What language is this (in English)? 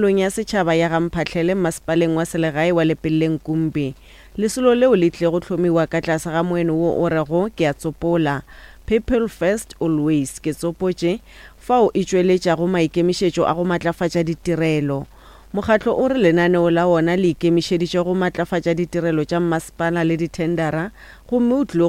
Northern Sotho